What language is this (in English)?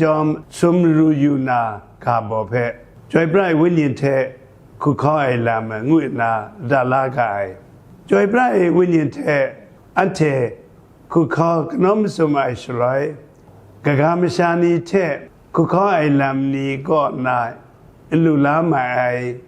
Kachin